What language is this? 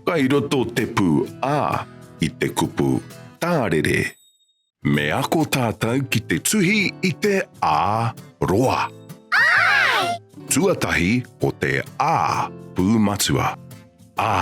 Māori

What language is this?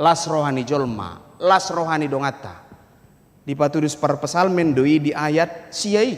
Batak Toba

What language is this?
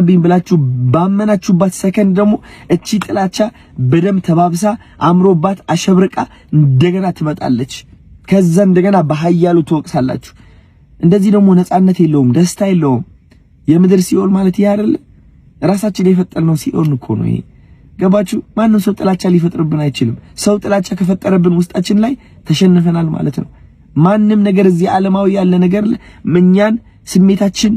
Amharic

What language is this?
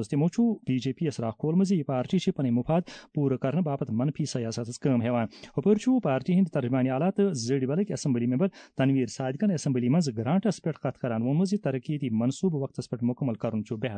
Kashmiri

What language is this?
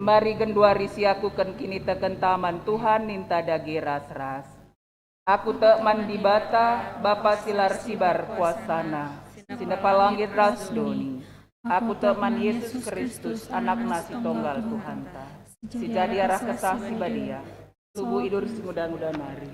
Batak Karo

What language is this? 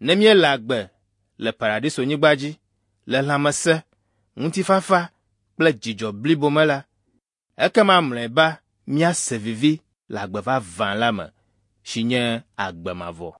Ewe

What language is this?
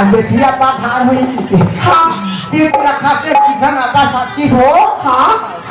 Chhattisgarhi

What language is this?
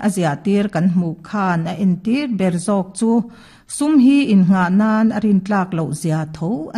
Mizo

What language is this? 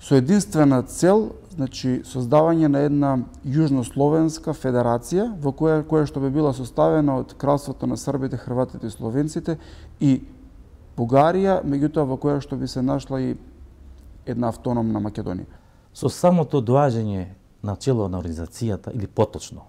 Macedonian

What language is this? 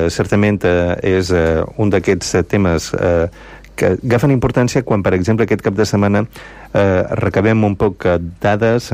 Catalan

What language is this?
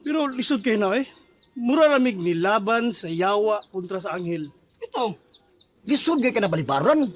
Cebuano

